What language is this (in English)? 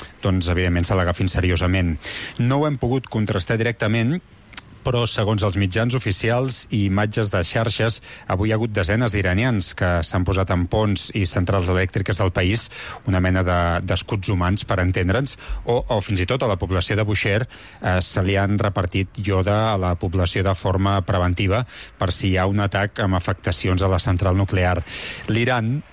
Catalan